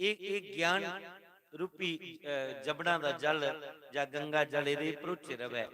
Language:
Dogri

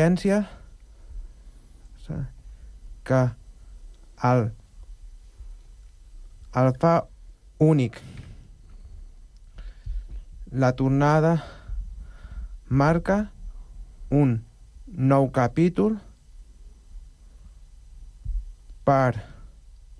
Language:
Catalan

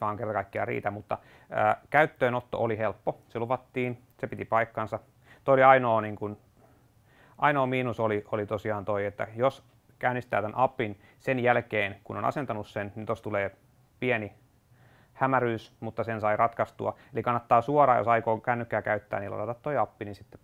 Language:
Finnish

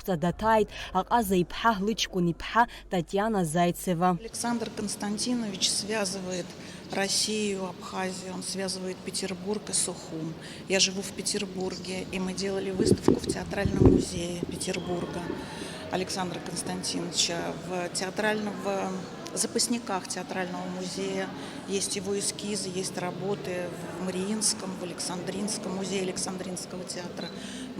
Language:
Abkhazian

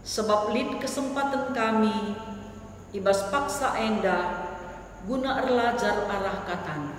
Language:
Batak Karo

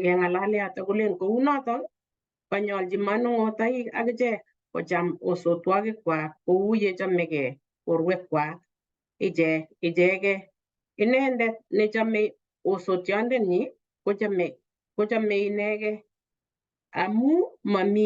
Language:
Kalenjin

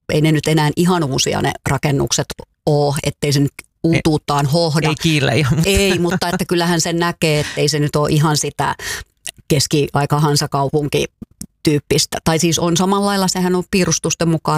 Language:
Finnish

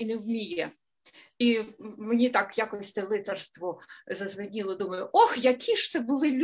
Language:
Ukrainian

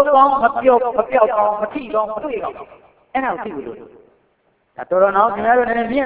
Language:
Burmese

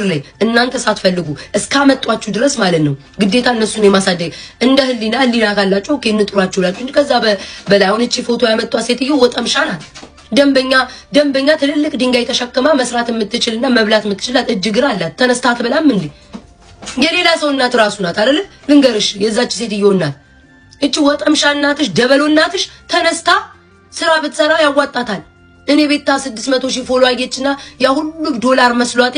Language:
Amharic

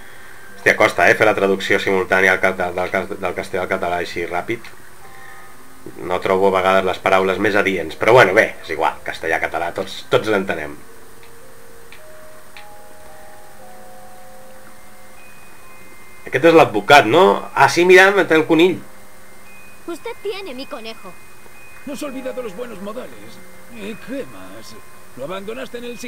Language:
Catalan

